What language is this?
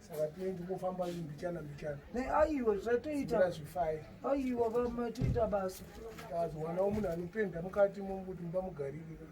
Shona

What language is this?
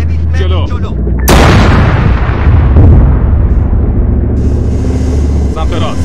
Persian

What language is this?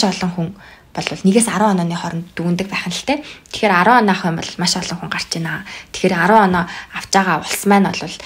Mongolian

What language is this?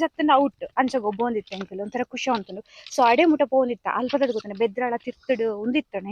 Tulu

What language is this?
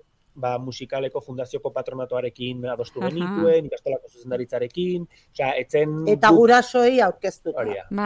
Basque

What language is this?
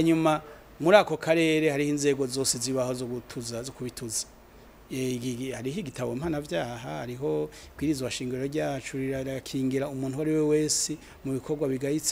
Rundi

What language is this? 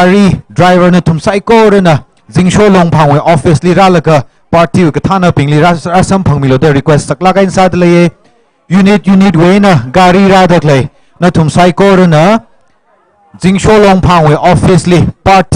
Tangkhul Naga (India)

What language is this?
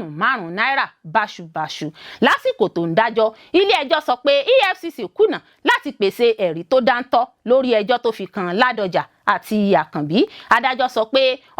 Yoruba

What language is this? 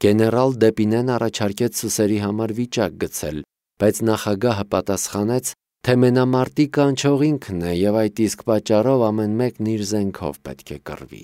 Armenian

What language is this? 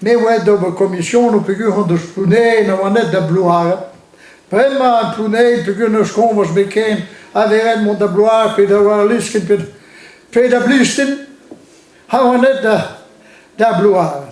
Breton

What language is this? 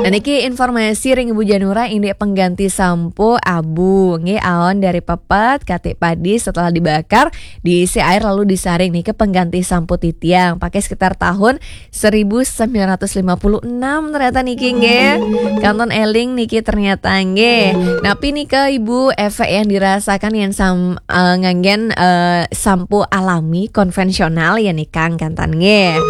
Balinese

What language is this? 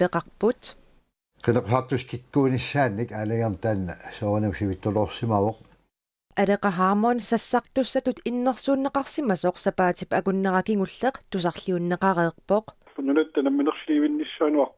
Kalaallisut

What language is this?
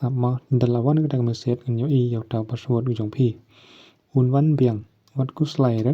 Khasi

